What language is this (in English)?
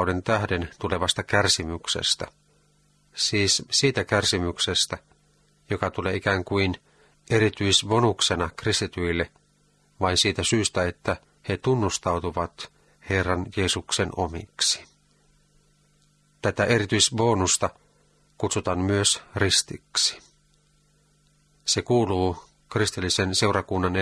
Finnish